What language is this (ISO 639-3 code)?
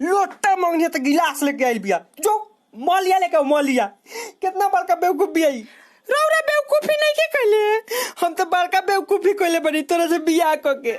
bho